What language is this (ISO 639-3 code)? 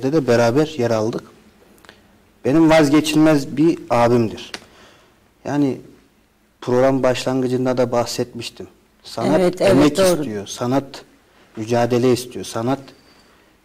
tur